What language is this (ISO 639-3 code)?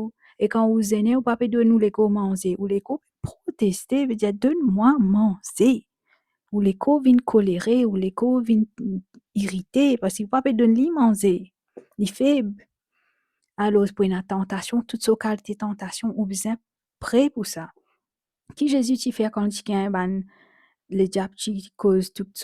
mfe